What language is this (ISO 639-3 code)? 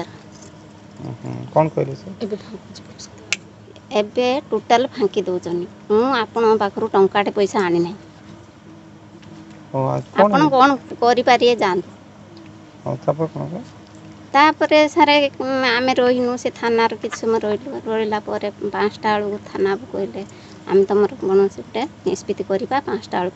ori